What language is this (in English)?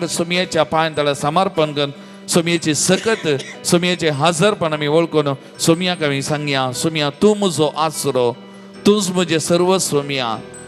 Konkani